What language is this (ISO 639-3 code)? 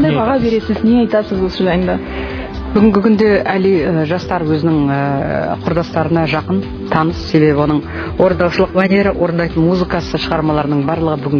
kaz